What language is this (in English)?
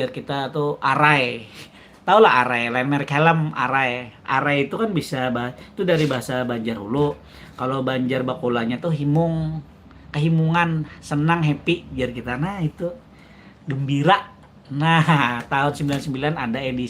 Banjar